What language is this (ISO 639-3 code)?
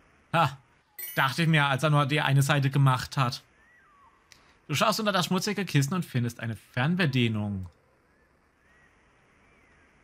deu